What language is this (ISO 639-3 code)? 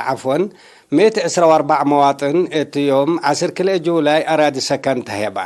tig